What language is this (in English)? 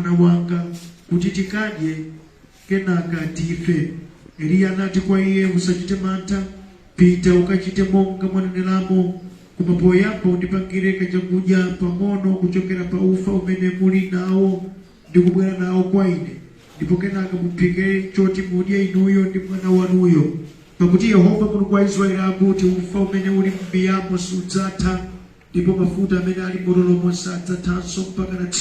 Nyanja